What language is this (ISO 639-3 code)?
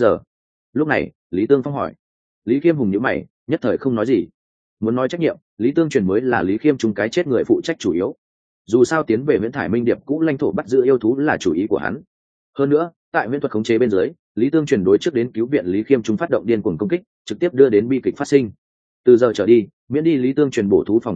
vie